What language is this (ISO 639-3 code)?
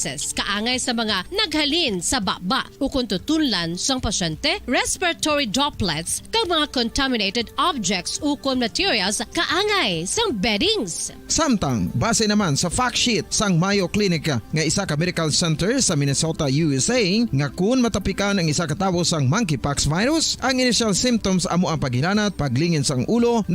hil